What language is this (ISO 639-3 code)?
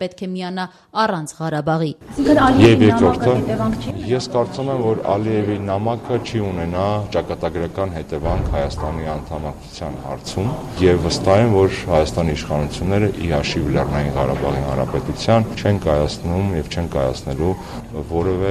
hye